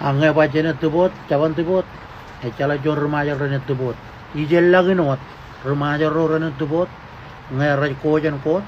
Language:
Marshallese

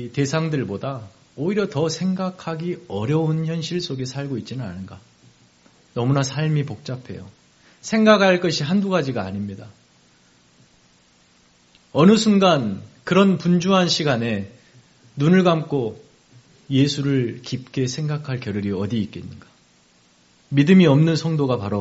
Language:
Korean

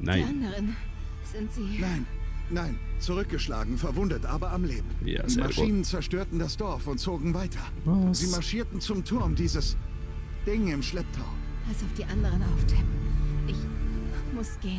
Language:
Swiss German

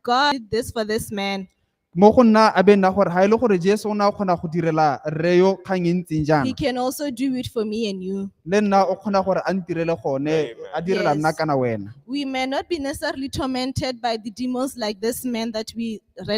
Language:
Tswana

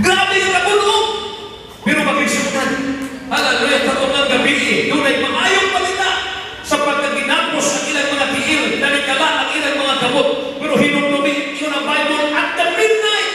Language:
Cebuano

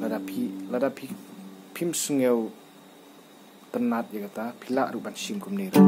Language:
Khasi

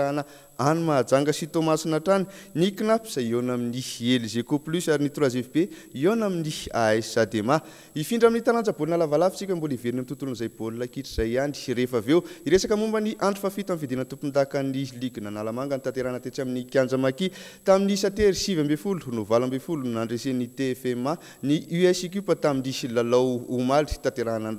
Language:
Malagasy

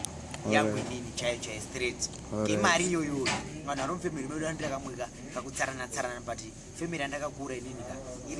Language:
Shona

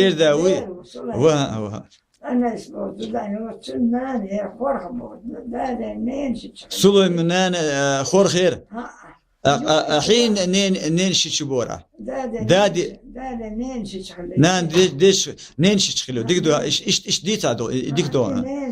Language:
Chechen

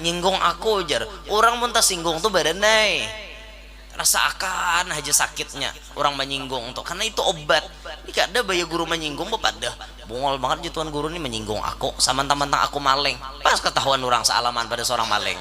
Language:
Banjar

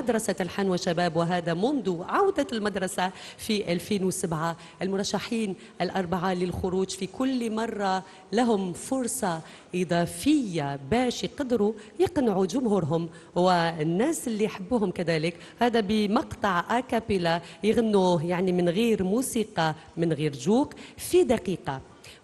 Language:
Algerian Arabic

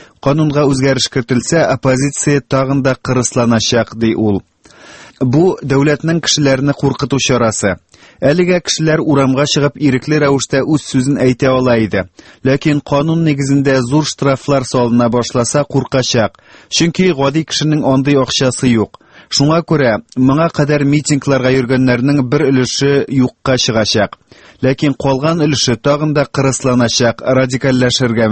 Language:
Tatar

